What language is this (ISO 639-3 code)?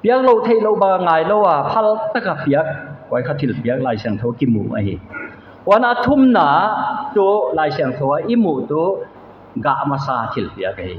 pck